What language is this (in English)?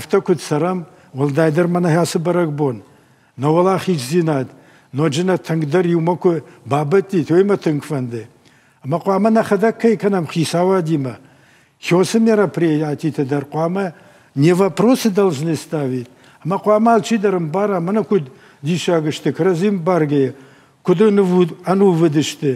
Ossetic